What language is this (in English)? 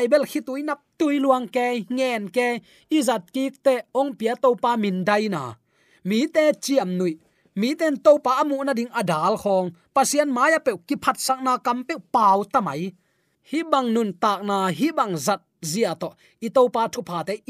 Tedim Chin